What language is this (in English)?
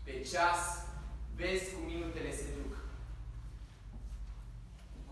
Romanian